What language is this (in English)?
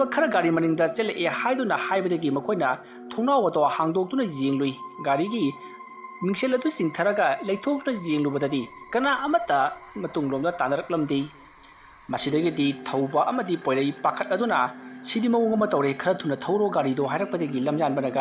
Manipuri